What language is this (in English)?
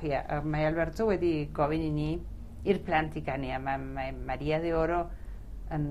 Welsh